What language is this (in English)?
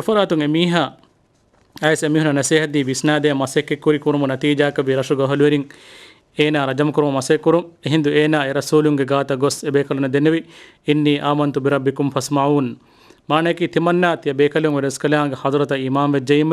Divehi